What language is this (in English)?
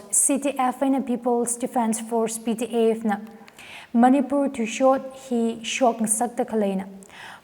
Tangkhul Naga (India)